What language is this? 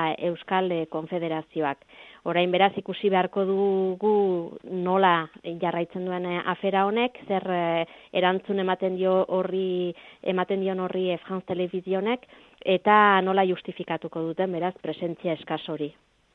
Basque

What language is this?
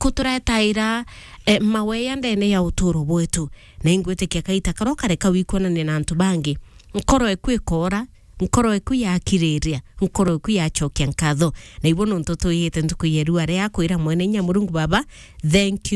Meru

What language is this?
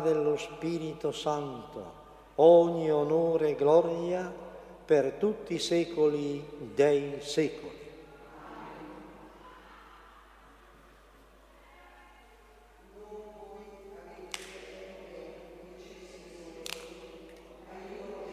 Italian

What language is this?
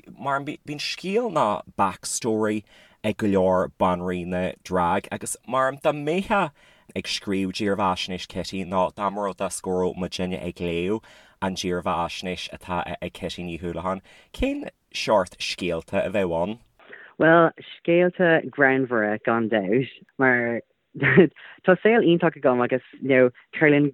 Irish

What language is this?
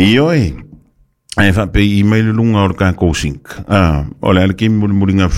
Samoan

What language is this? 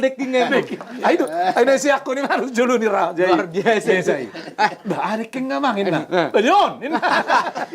Batak Toba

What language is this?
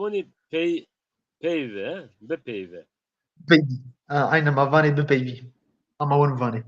Zaza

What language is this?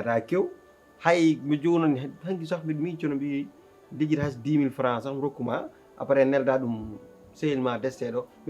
Fula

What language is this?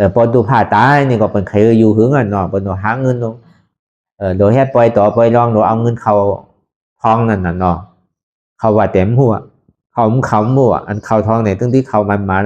Shan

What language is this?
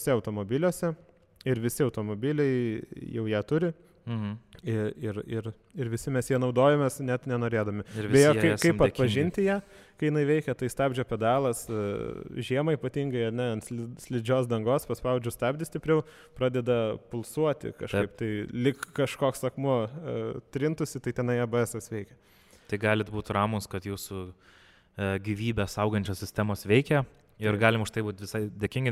Lithuanian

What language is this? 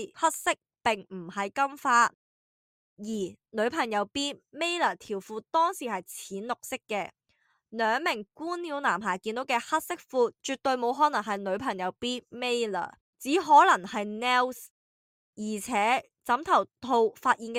Cantonese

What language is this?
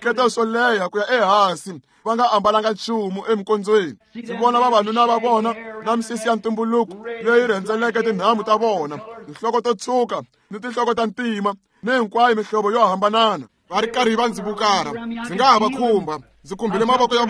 Tsonga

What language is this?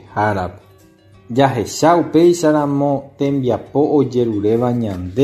Guarani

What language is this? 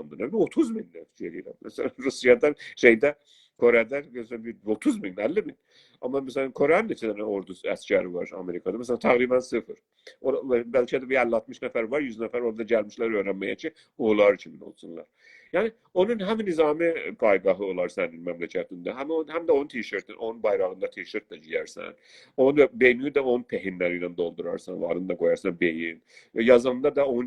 South Azerbaijani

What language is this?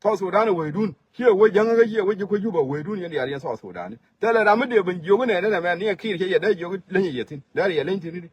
Nuer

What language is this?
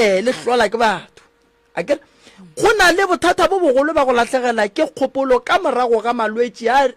Northern Sotho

